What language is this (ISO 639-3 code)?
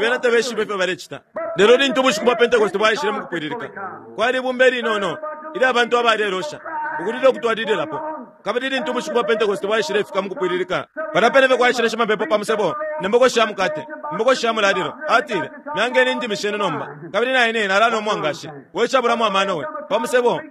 bem